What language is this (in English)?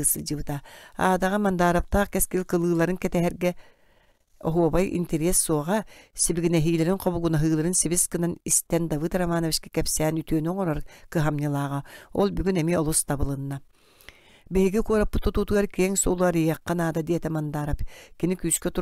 Yakut